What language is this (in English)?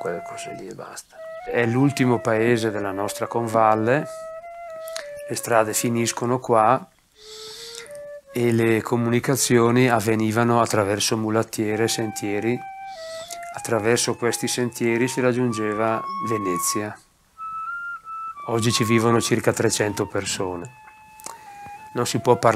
Italian